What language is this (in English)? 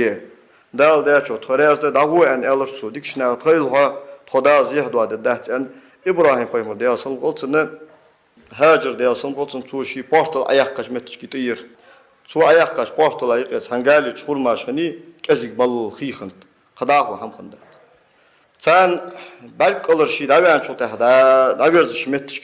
Ingush